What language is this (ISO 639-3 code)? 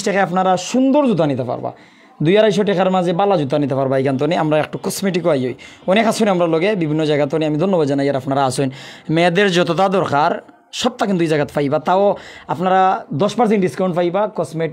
syl